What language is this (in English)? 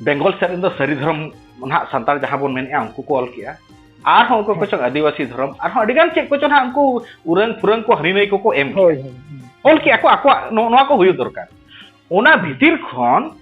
Santali